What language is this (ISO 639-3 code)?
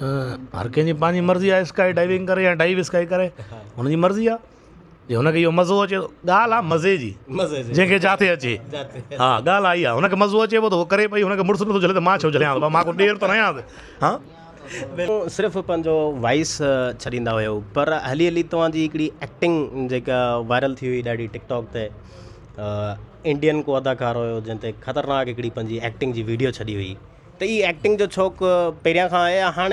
snd